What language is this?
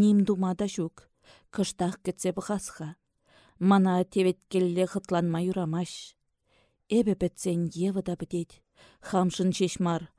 Chuvash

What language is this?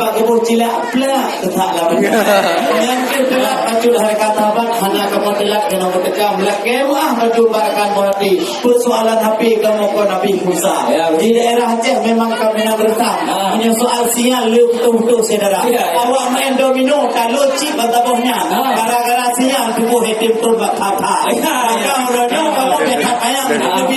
Achinese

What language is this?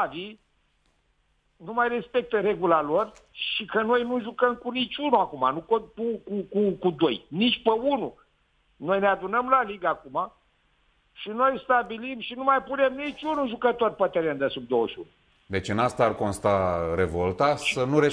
Romanian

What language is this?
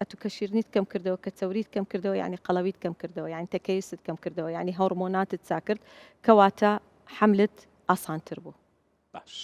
Central Kurdish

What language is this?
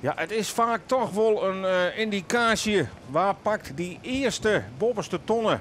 Western Frisian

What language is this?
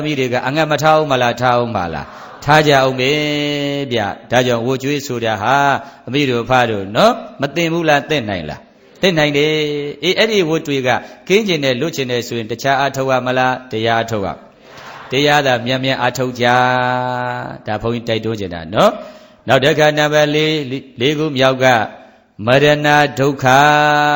Burmese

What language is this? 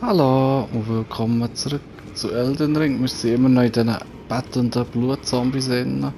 Swiss German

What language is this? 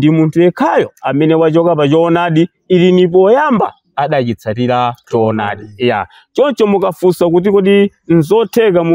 Nyanja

